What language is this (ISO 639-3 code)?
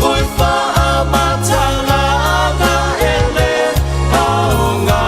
smo